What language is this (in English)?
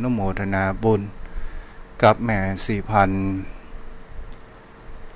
Thai